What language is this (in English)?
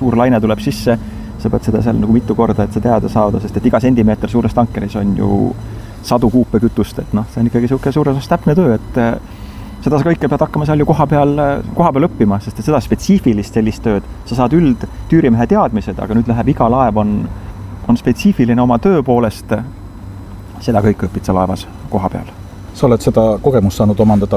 Estonian